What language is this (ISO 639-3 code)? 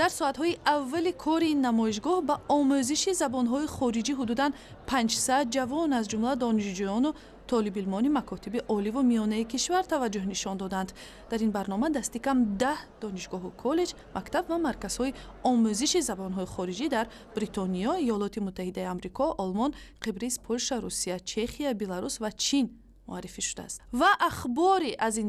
tgk